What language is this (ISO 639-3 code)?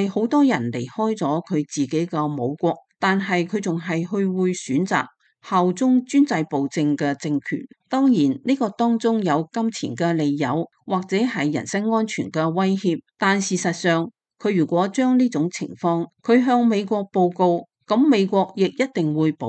yue